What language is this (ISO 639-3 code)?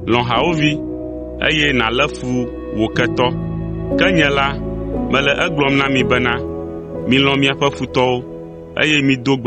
ewe